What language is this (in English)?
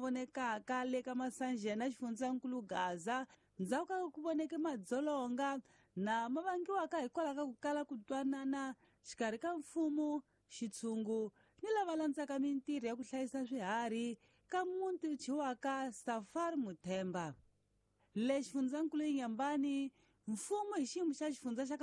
Tsonga